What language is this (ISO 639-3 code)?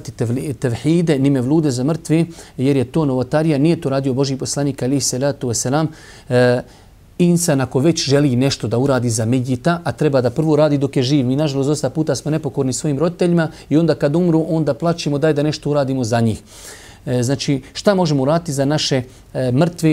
bos